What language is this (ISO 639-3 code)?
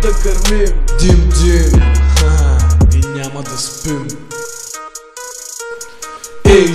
bul